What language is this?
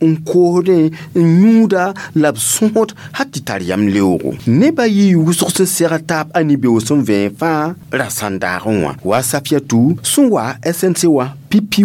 Mossi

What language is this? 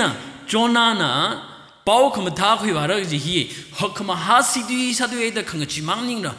Tangkhul Naga (India)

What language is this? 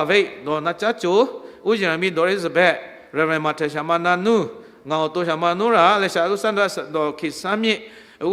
Lahu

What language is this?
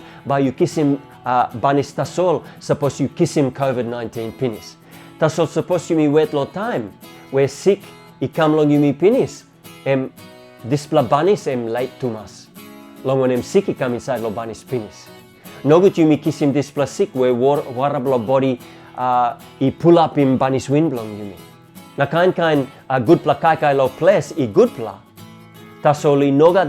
Tok Pisin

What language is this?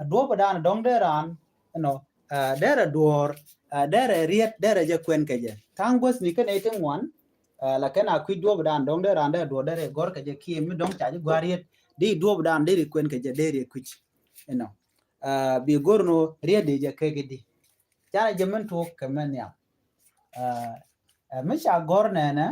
Nuer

